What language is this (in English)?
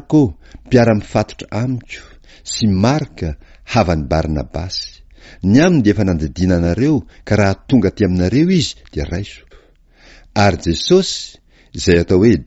Malagasy